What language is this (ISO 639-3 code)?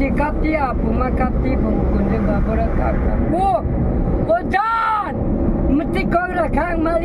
trp